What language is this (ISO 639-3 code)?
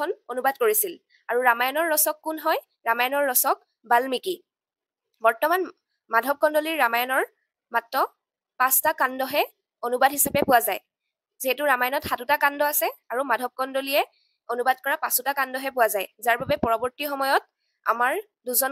asm